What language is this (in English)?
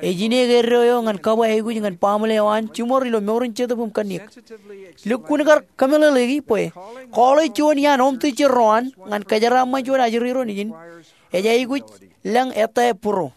Marshallese